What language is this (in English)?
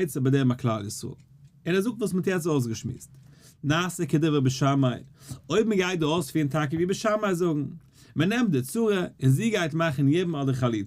Yiddish